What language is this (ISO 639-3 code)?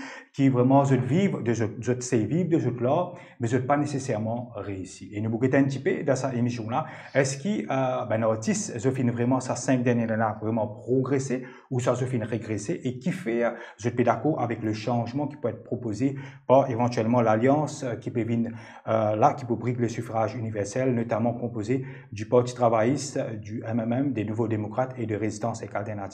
mfe